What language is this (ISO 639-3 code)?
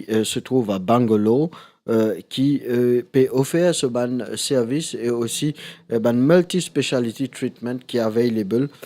mfe